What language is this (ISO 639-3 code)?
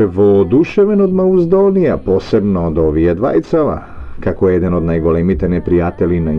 mkd